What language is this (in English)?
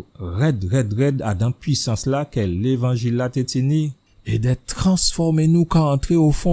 Guadeloupean Creole French